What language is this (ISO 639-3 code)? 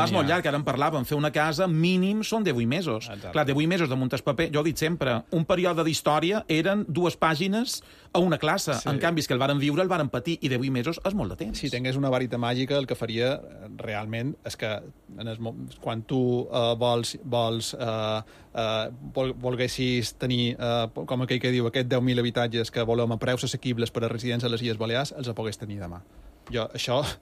cat